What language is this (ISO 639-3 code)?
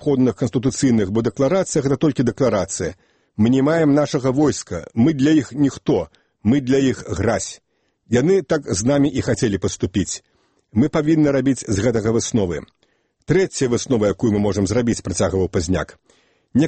bel